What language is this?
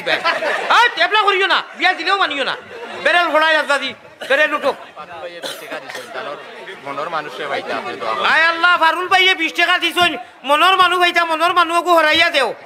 Sylheti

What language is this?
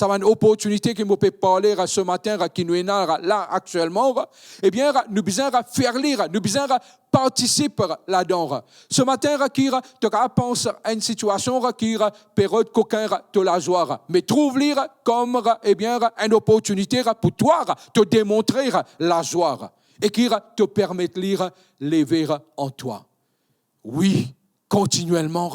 Morisyen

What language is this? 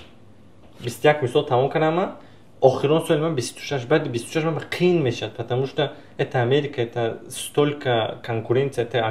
Tajik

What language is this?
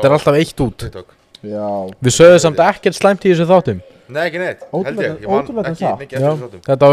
Icelandic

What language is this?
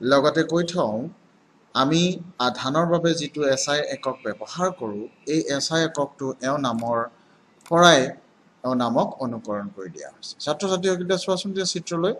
Assamese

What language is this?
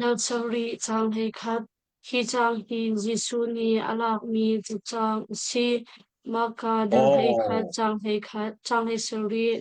Hakha Chin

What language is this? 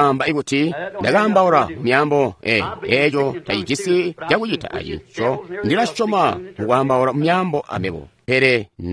Tonga (Zambia)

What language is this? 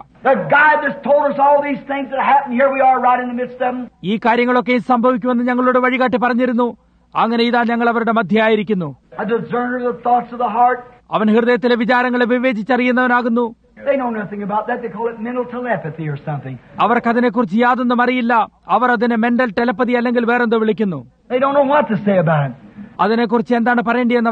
Malayalam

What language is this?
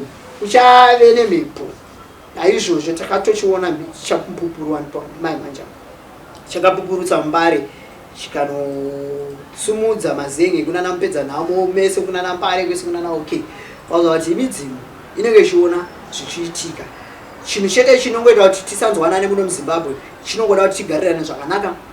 Shona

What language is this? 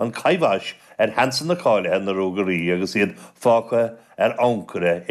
Irish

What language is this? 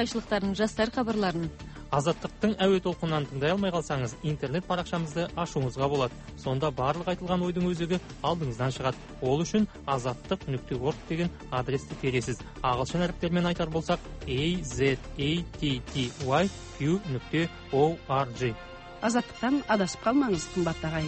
Kazakh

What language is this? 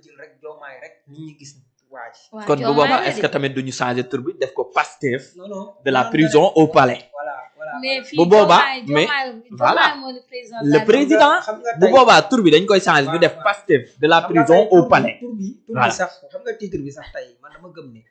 Wolof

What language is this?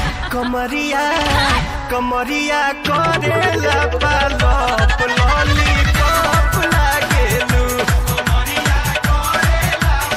Bhojpuri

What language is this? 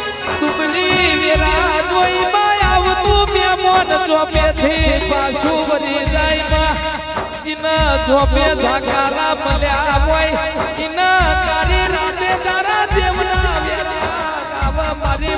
Gujarati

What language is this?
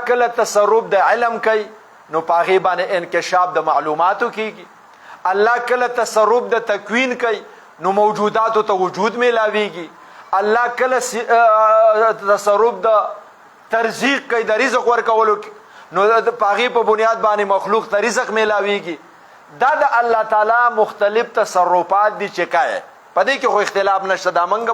Pashto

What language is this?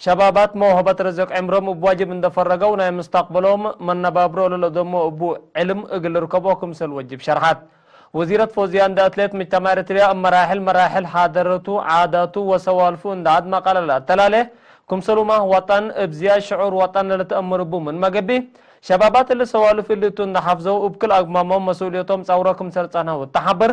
Tigre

